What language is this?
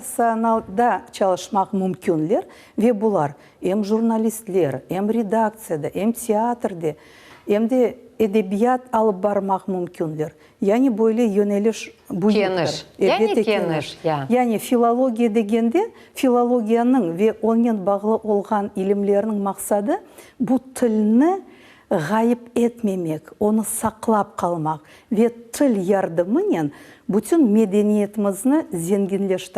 Crimean Tatar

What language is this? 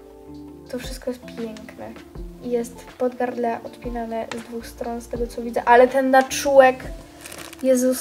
Polish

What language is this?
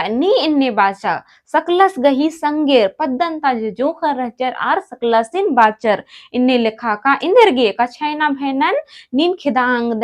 Kurukh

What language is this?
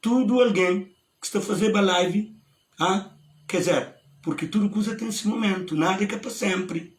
Kabuverdianu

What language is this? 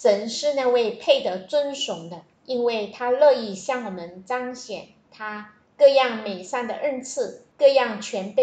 Chinese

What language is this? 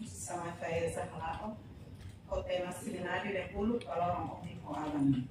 Tetum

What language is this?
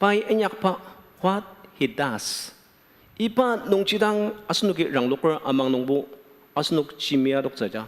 Ao Naga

